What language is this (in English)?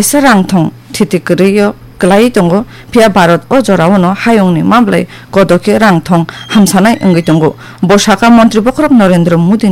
Kok Borok